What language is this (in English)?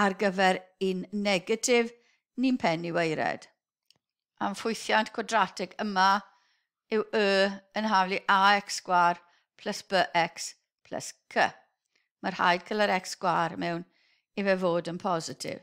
Welsh